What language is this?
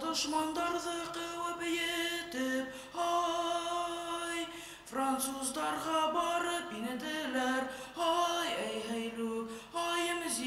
Bashkir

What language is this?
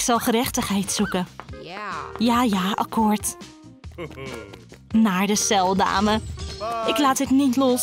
Dutch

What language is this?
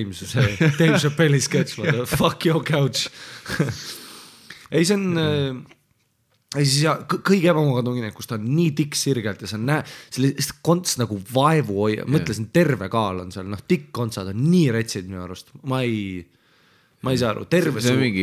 Estonian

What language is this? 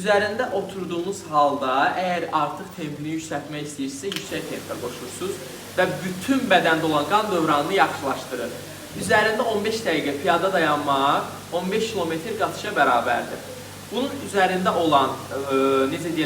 Azerbaijani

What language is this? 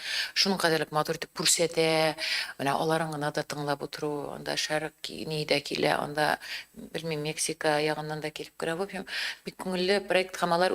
Tatar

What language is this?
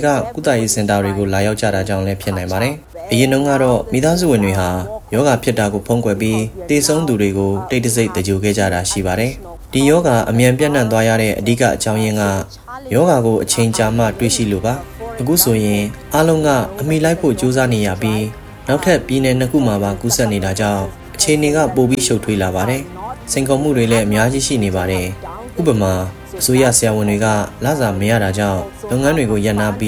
Burmese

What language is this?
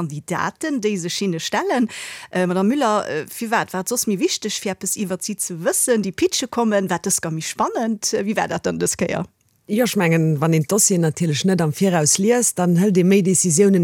Luxembourgish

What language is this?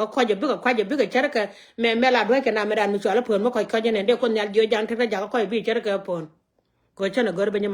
Nuer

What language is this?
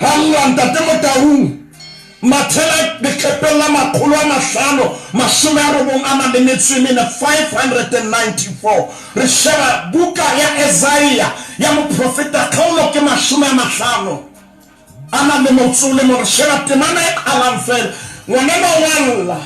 Southern Sotho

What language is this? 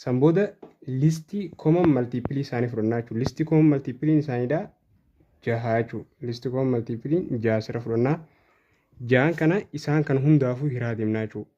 Oromo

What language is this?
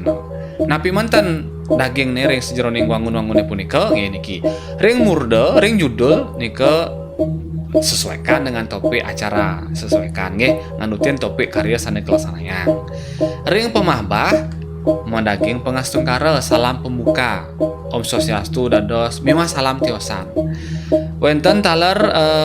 Balinese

